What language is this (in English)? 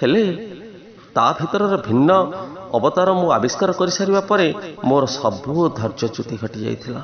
Odia